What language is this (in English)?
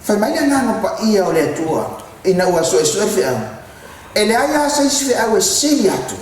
Samoan